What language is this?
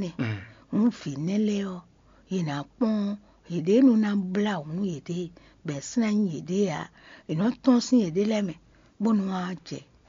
Fon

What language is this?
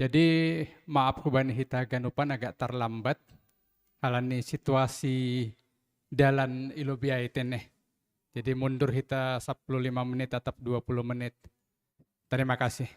Batak Simalungun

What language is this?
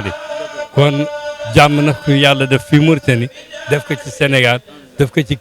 Wolof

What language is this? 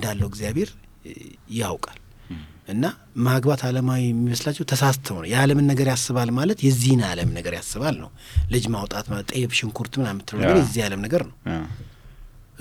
Amharic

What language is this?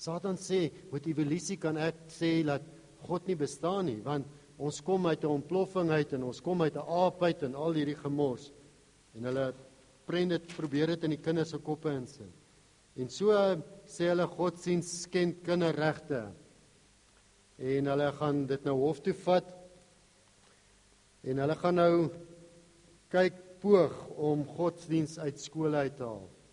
Afrikaans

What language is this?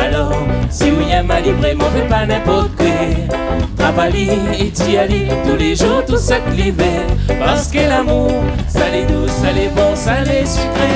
Réunion Creole French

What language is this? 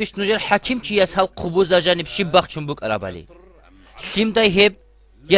Avaric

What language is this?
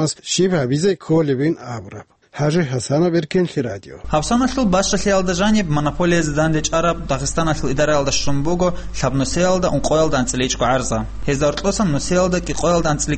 Avaric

